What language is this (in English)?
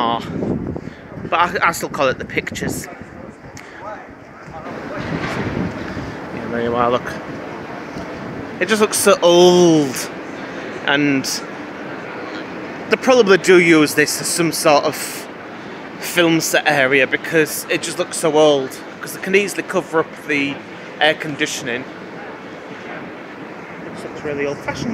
English